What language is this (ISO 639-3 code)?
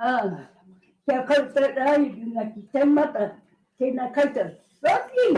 mri